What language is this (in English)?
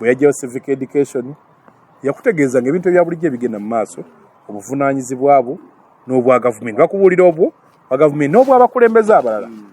Ganda